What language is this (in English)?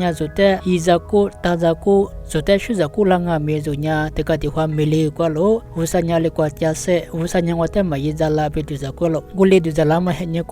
Lisu